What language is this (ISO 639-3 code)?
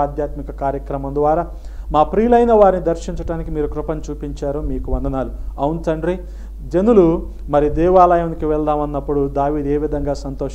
tel